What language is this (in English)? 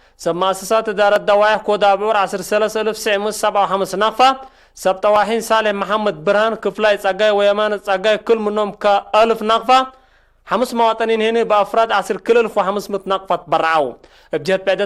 Tigre